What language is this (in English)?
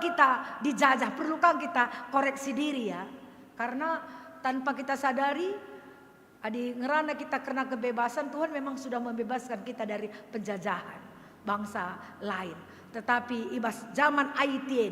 Batak Karo